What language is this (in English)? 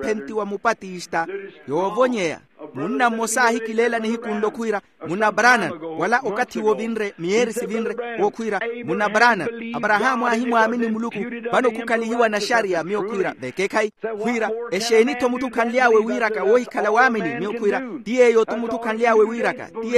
Makhuwa